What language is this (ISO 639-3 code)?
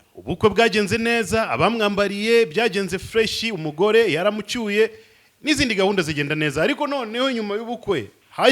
kin